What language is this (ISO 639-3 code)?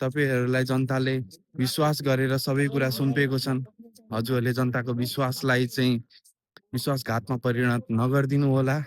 nep